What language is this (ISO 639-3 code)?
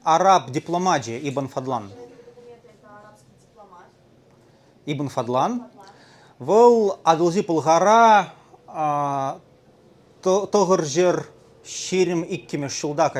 chv